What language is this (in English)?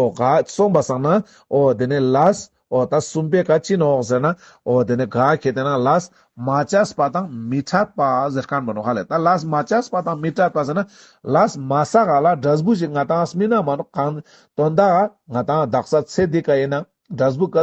Ladakhi